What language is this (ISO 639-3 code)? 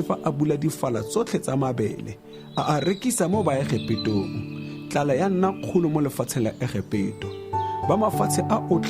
tsn